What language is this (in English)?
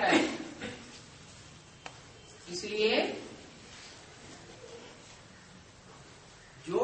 Hindi